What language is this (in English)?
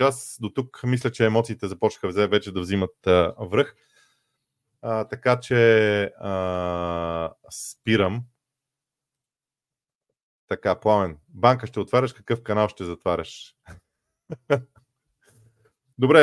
Bulgarian